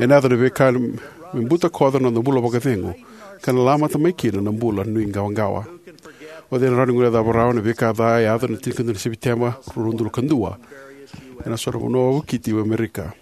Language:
Fijian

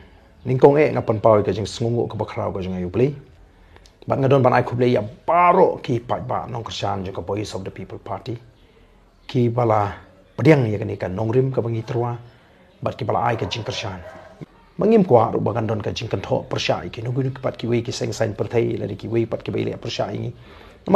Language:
Khasi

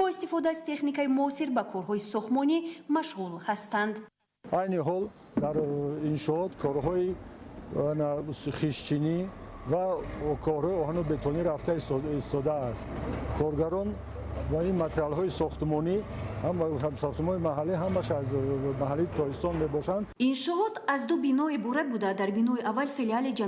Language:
Tajik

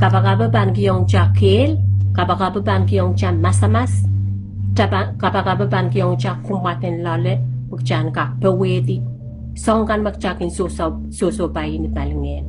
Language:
Pohnpeian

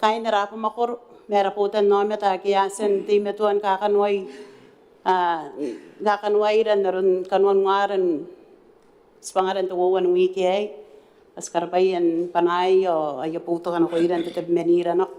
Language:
Gilbertese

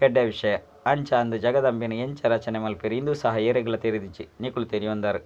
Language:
Tulu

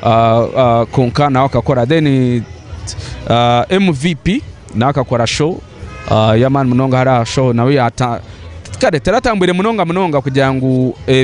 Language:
Nyankole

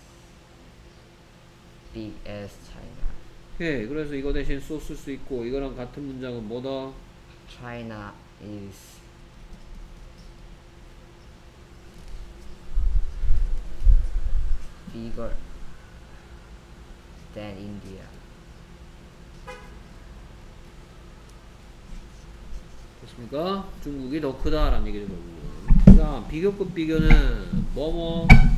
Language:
Korean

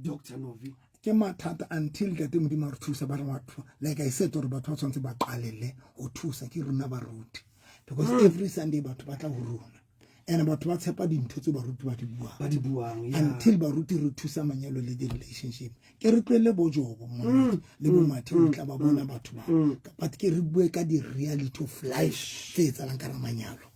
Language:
Southern Sotho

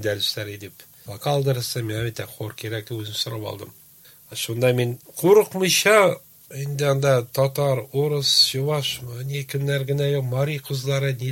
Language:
Tatar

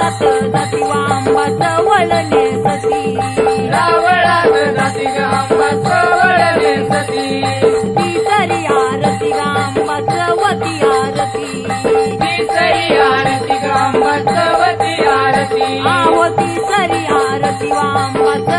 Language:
Marathi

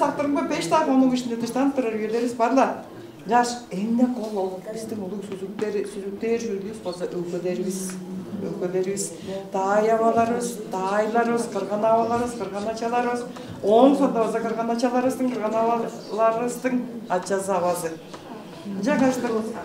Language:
Tuvinian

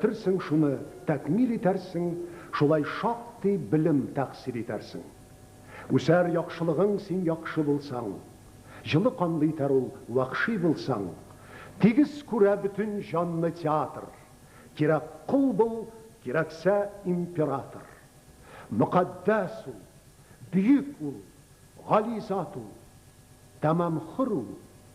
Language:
Tatar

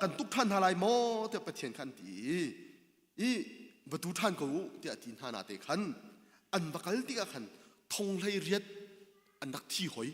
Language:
Hakha Chin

